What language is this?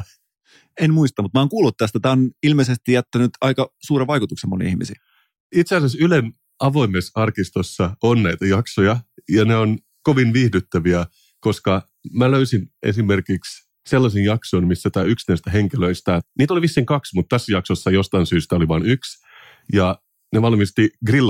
Finnish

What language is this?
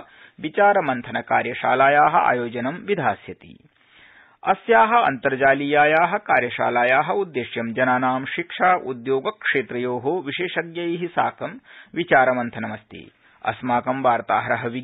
Sanskrit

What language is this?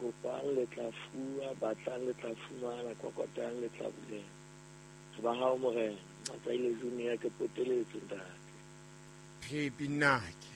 Southern Sotho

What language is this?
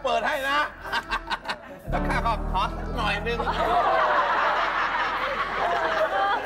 Thai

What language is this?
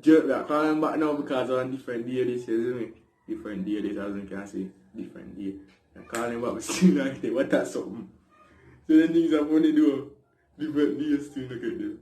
Jamaican Creole English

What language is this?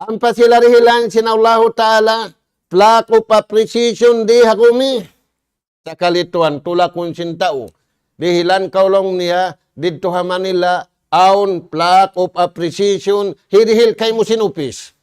Tausug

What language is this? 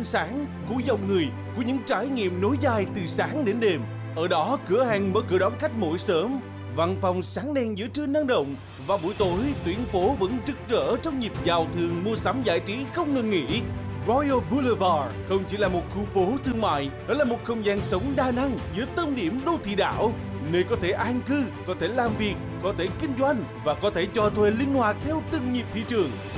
Vietnamese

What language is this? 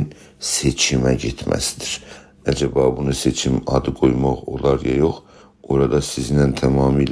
South Azerbaijani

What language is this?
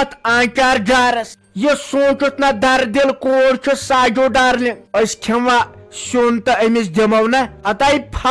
Kashmiri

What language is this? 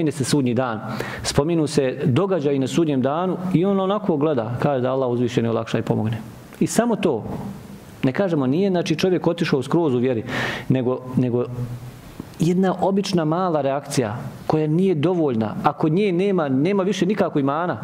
Bosnian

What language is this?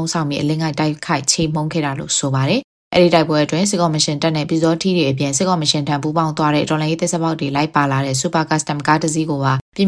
Burmese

